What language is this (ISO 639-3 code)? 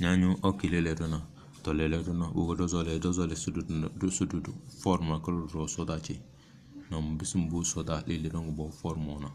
kdh